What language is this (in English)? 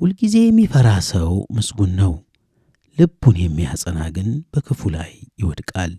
Amharic